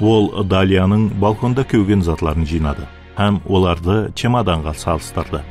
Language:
Kara-Kalpak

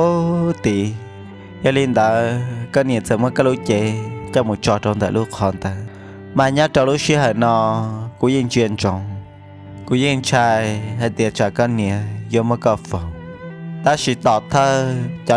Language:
Hmong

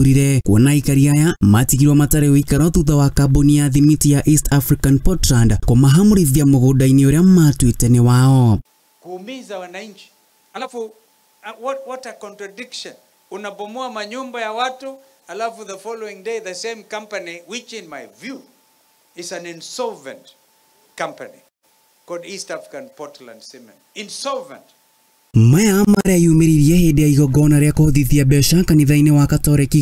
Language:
Kikuyu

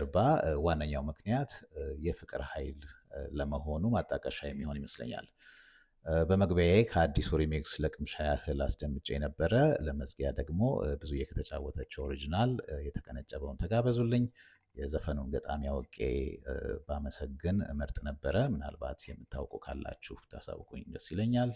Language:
Amharic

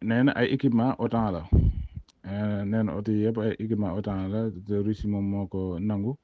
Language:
Wolof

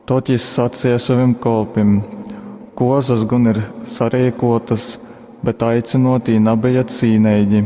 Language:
Latgalian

